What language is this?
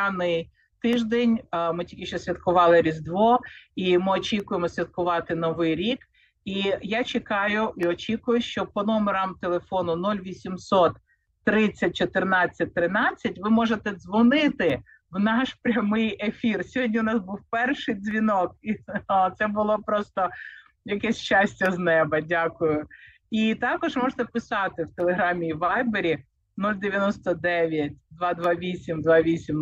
Ukrainian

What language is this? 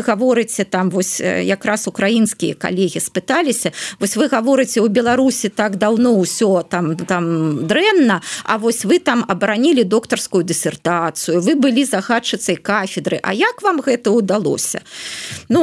Belarusian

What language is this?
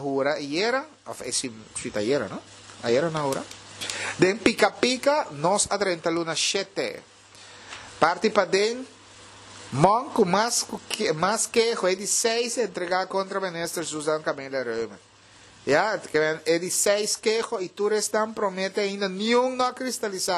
Papiamento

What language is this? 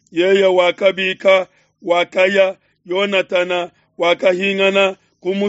Luba-Lulua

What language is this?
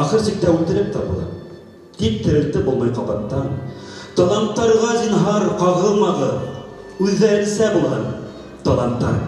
Bashkir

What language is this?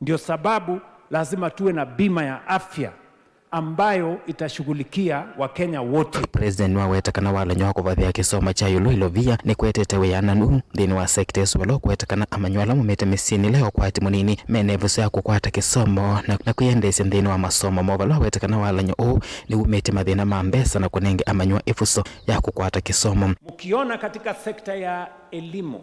Kamba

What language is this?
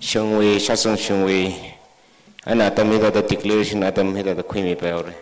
Tangkhul Naga (India)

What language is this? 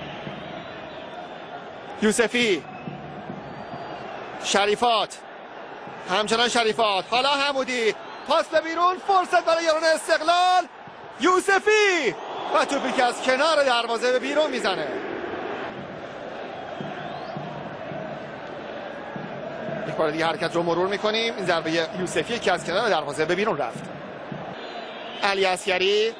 Persian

